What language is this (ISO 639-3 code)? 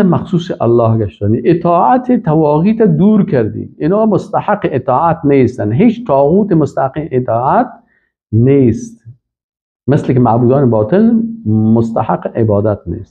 fas